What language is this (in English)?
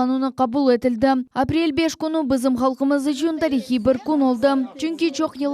Crimean Tatar